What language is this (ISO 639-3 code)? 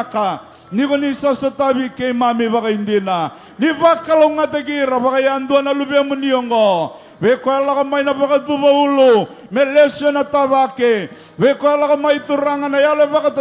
fij